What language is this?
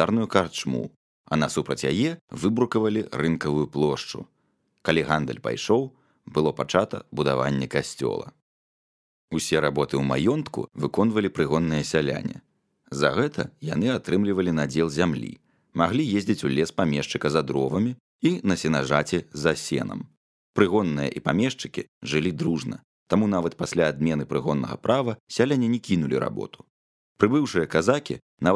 Belarusian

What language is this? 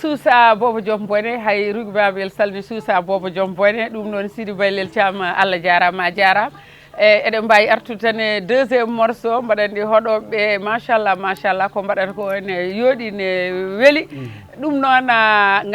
Fula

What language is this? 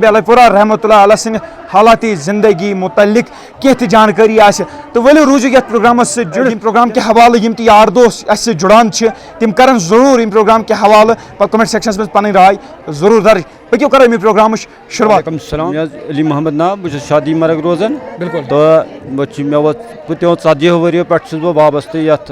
Kashmiri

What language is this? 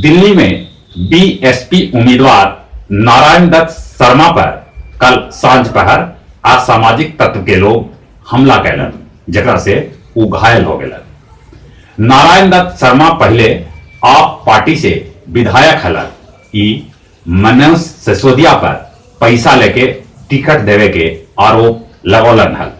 Magahi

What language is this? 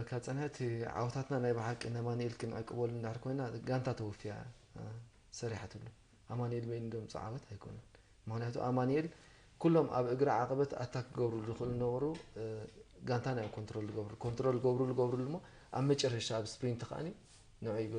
Tigrinya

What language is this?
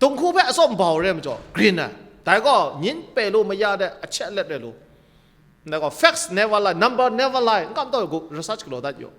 Kachin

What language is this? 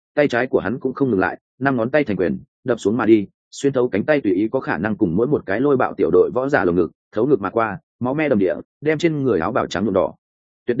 Vietnamese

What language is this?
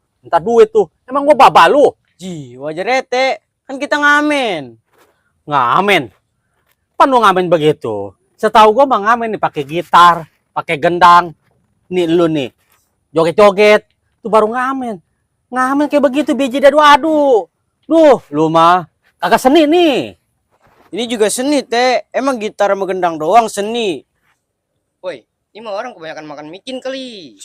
Betawi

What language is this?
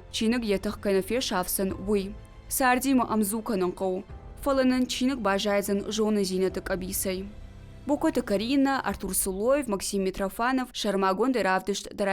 Ossetic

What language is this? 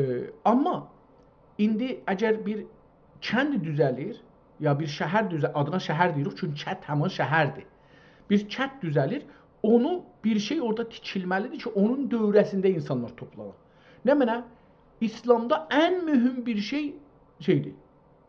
South Azerbaijani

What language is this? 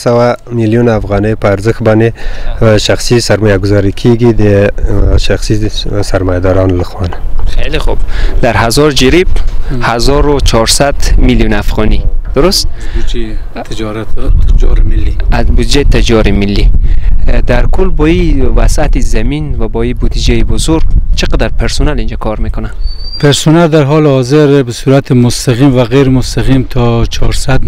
Persian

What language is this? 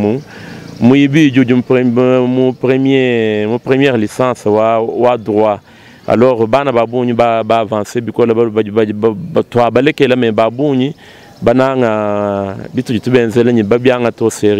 Luba-Lulua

